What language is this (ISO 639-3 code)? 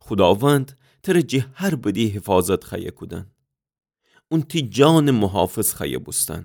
glk